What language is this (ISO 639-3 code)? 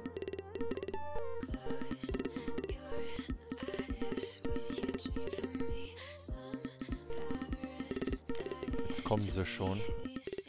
deu